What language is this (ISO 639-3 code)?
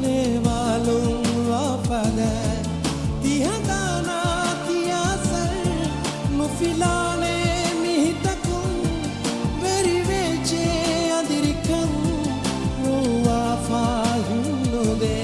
div